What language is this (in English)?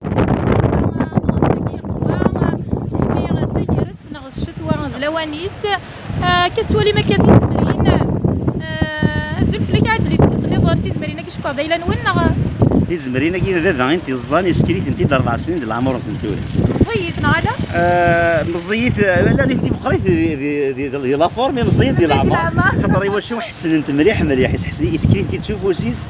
Kabyle